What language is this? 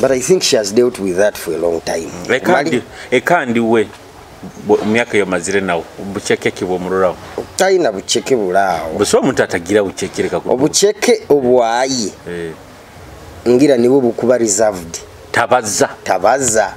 Nyoro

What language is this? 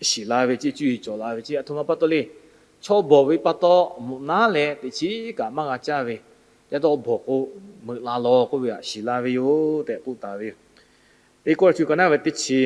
Lahu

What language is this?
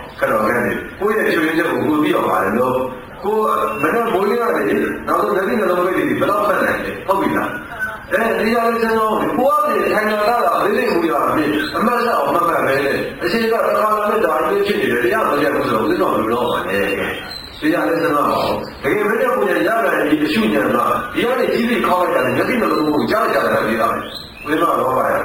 Burmese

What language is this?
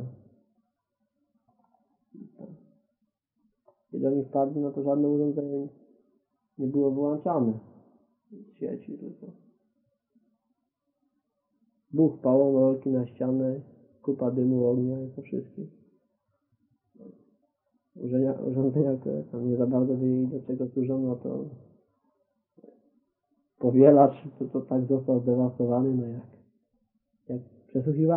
Polish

